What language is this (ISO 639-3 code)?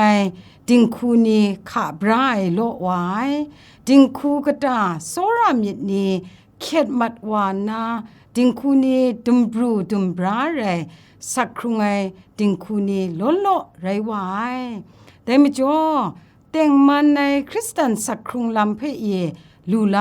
kac